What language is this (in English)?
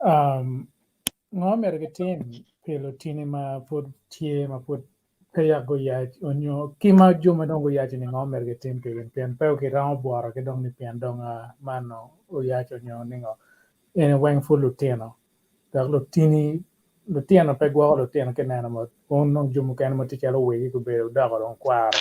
Acoli